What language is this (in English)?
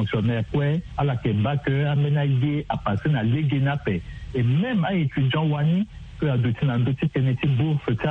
Sango